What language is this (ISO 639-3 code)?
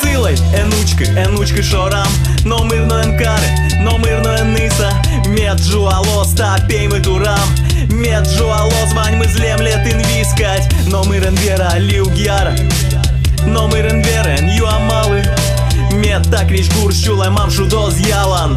udm